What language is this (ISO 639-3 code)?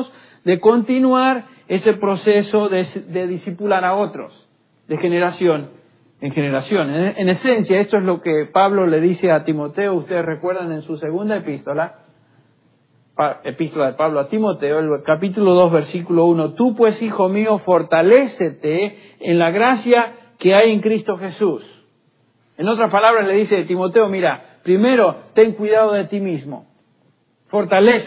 spa